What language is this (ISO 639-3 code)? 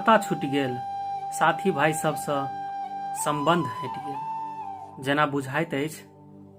mai